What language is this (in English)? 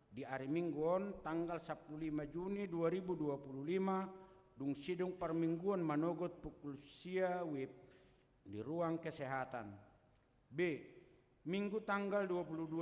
Batak Toba